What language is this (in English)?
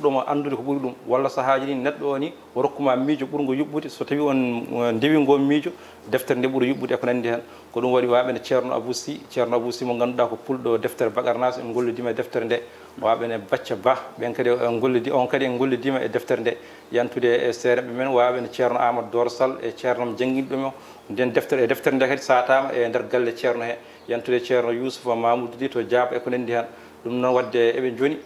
Fula